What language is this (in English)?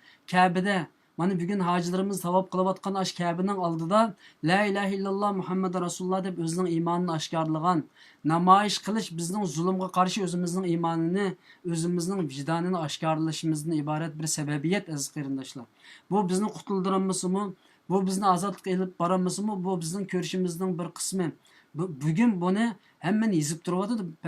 Uyghur